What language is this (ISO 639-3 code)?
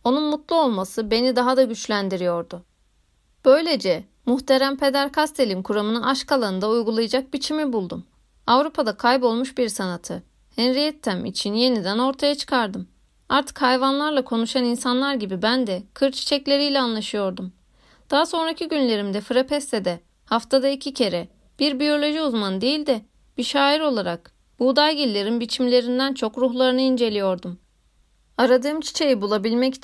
tur